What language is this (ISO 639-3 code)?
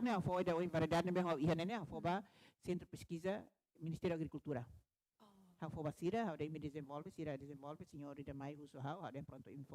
tet